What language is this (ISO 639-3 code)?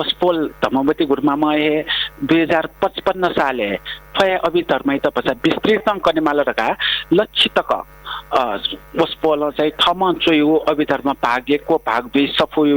new